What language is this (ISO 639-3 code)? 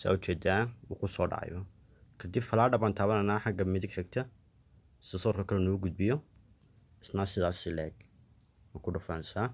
som